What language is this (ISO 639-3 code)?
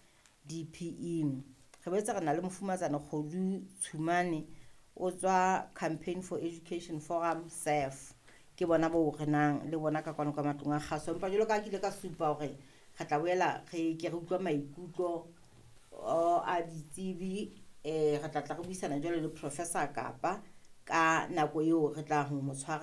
sot